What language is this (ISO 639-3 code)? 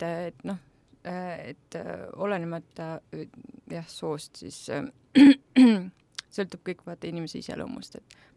est